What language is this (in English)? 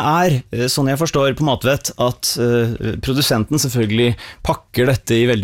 Norwegian